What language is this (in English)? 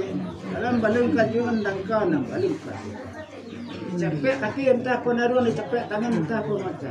Minangkabau